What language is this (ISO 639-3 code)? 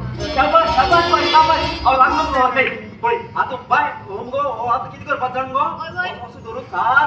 kok